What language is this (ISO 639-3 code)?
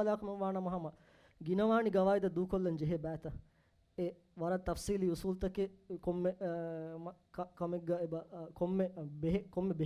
div